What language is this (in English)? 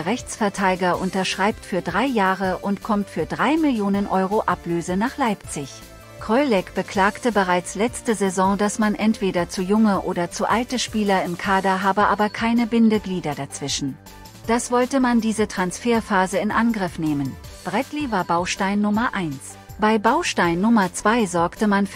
German